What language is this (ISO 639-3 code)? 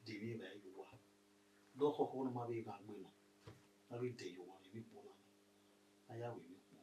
bin